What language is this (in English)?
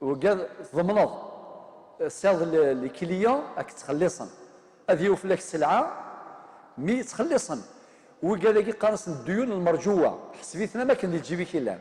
Kabyle